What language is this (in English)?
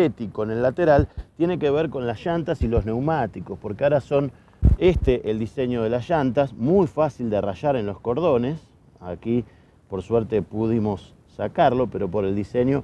Spanish